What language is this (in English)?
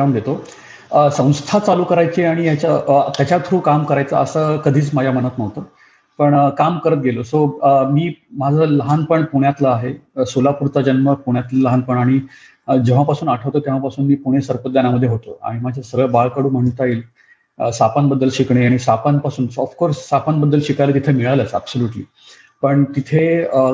Marathi